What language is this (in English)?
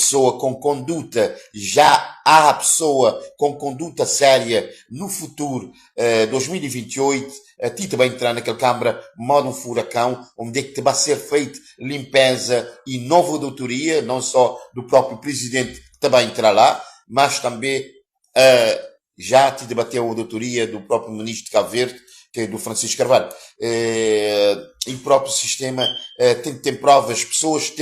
Kabuverdianu